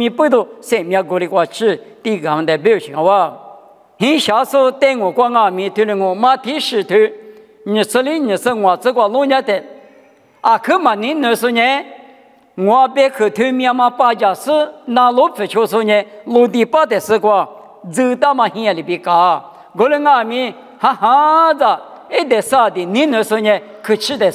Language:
Lisu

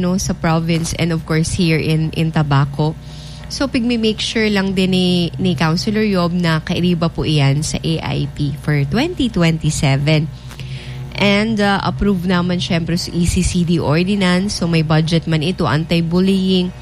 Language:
Bikol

